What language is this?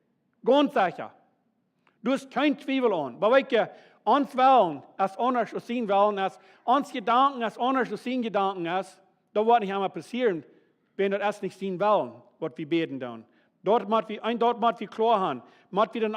Plautdietsch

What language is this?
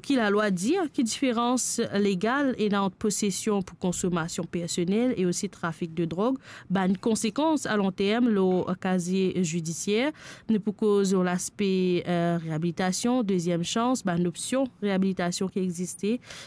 Morisyen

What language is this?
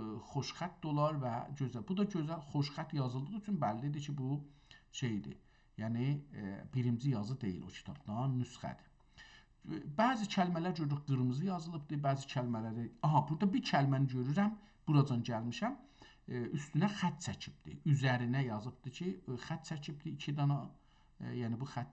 South Azerbaijani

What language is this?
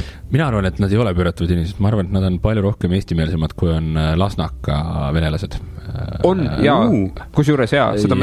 Estonian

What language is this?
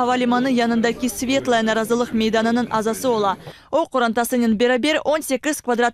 Crimean Tatar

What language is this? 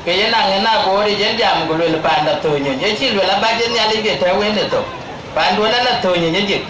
Dinka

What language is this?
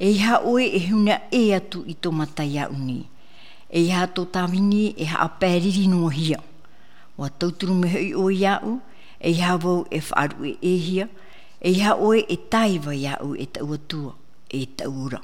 Tahitian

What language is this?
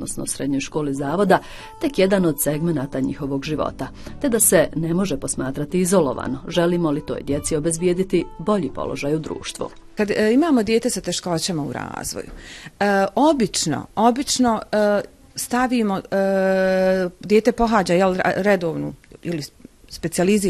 Bosnian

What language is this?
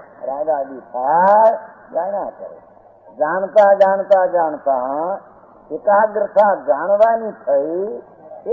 Gujarati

